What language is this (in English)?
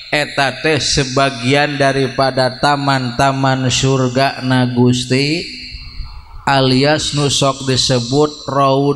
Sundanese